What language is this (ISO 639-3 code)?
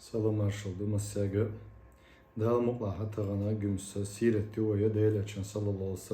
che